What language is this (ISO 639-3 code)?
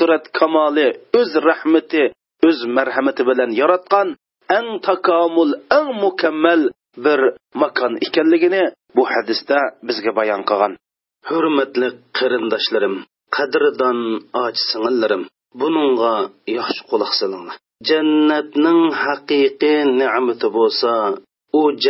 uig